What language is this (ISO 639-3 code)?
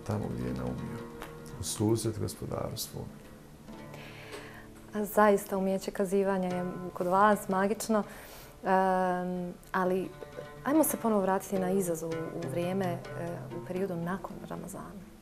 bos